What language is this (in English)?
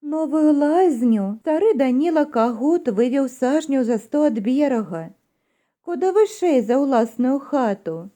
Belarusian